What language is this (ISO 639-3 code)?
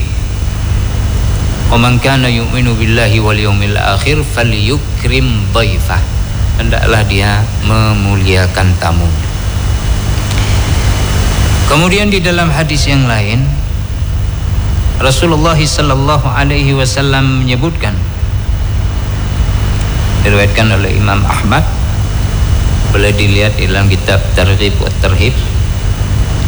ind